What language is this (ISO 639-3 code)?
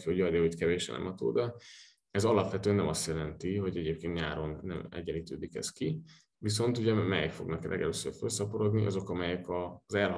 hun